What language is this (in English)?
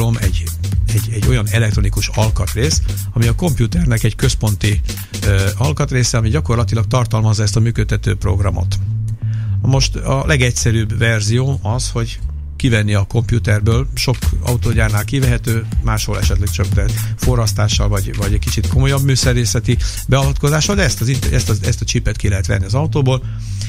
Hungarian